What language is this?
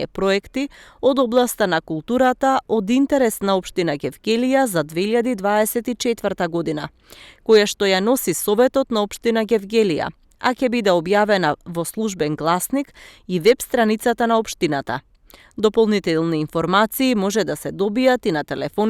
Macedonian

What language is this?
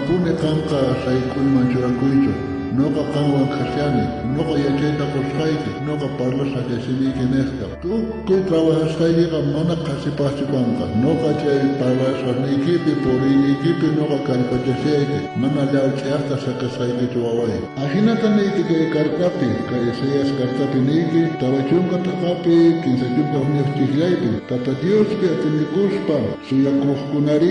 South Bolivian Quechua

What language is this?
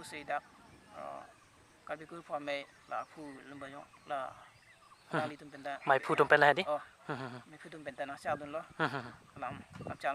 Karbi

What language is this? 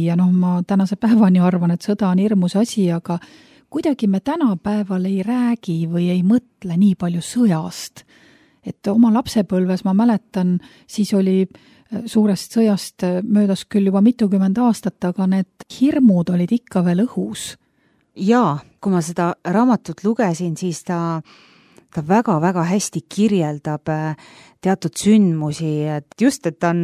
Estonian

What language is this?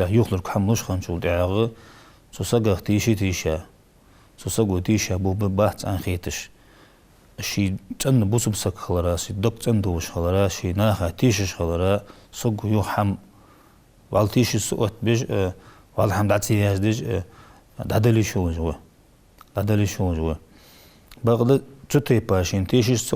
Ingush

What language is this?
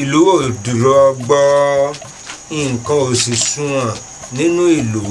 Yoruba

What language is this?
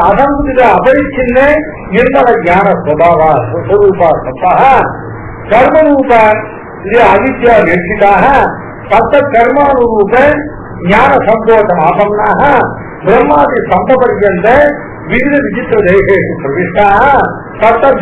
Tamil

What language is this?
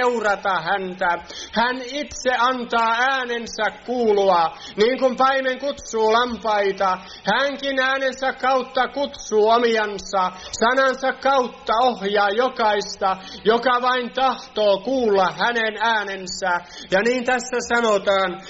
Finnish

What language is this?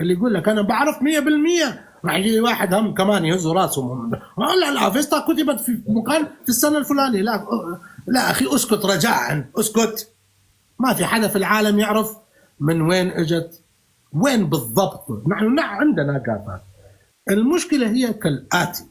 North Levantine Arabic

